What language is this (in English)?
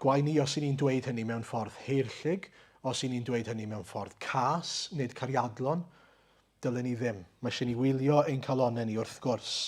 Welsh